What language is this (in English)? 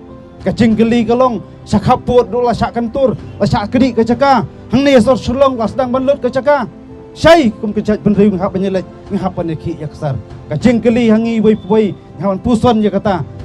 Khasi